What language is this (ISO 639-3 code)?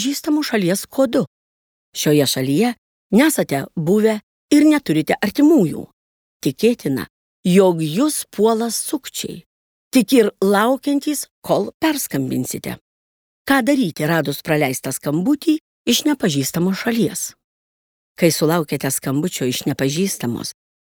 lit